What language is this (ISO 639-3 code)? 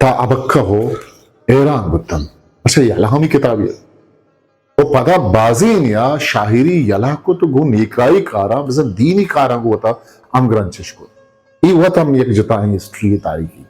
bgp